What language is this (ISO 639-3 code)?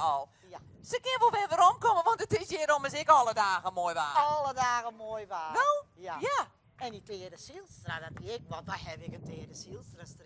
fry